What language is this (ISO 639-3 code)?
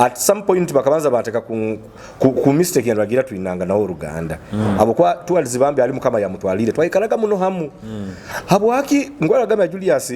nyo